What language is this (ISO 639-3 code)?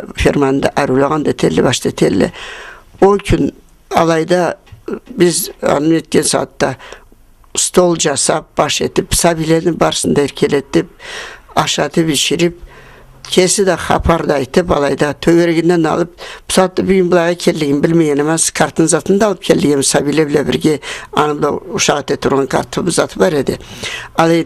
krc